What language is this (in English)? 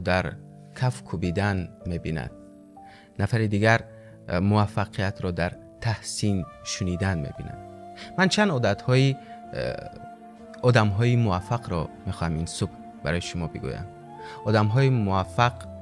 Tajik